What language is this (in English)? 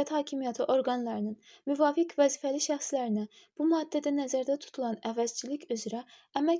Azerbaijani